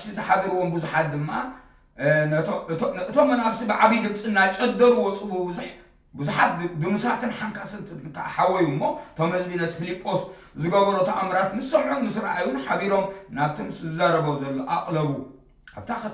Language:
Tigrinya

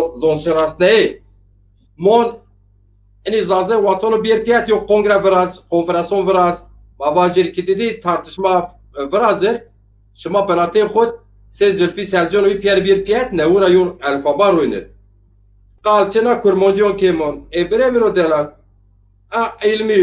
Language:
Zaza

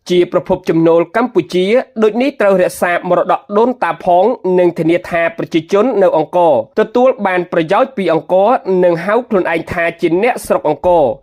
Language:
Khmer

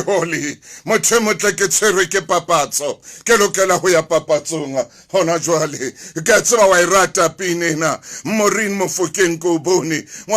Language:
Southern Sotho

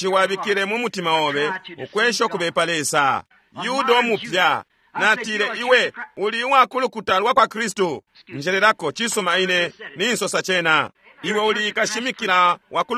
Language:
Bemba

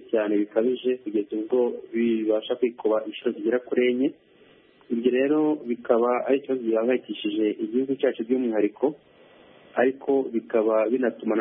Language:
Kinyarwanda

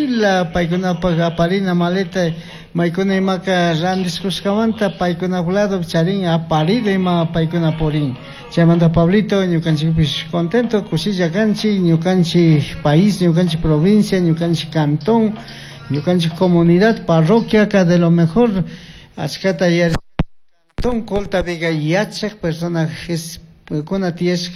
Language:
Chimborazo Highland Quichua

